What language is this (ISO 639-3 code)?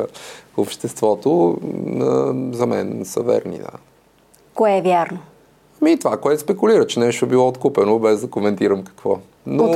bul